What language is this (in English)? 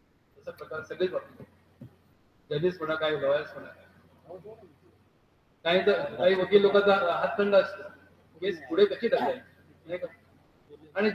Marathi